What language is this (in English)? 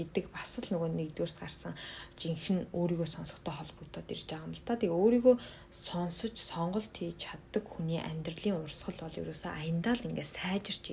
Mongolian